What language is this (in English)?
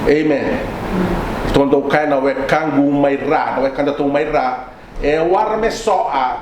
Fijian